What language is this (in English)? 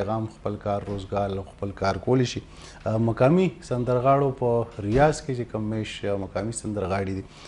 Pashto